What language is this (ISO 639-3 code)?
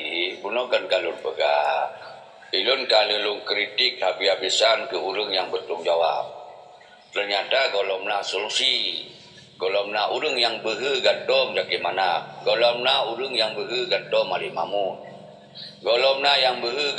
ace